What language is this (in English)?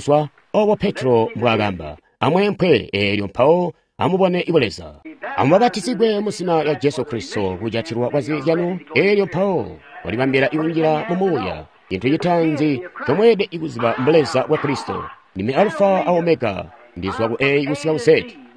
Tonga (Zambia)